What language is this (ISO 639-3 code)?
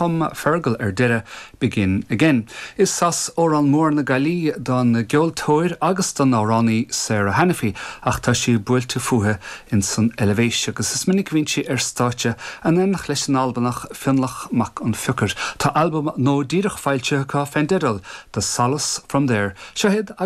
gle